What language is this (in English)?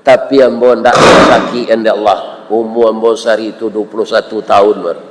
Minangkabau